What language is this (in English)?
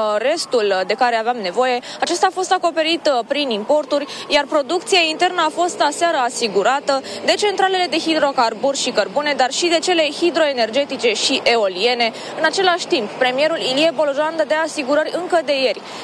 Romanian